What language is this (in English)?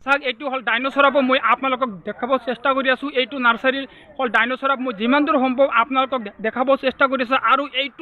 Assamese